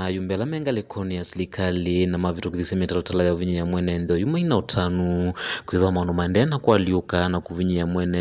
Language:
Kamba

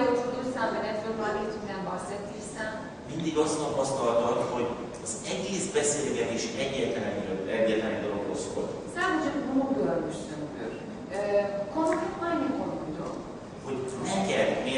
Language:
Hungarian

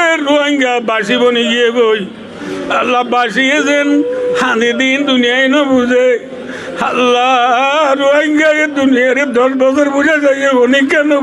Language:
Rohingya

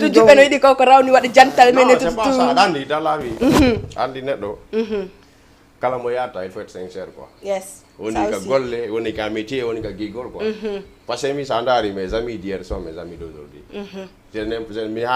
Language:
Fula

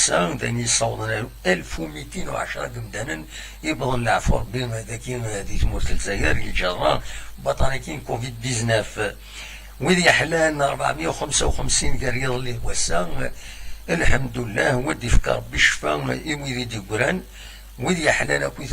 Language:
Kabyle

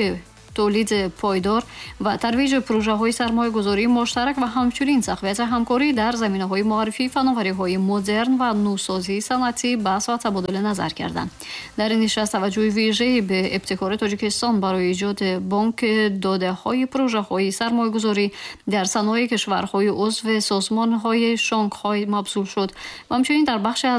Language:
Tajik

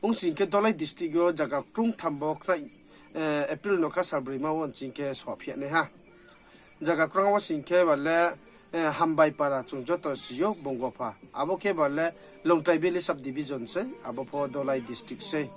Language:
Riang (India)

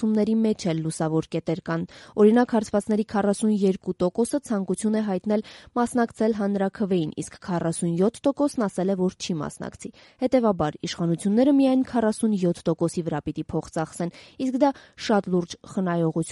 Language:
Armenian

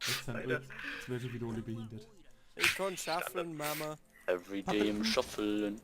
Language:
Bavarian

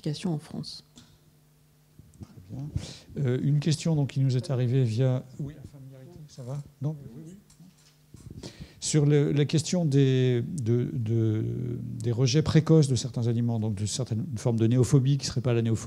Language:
French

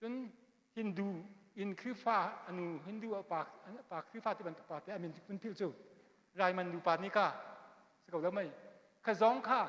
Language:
Hakha Chin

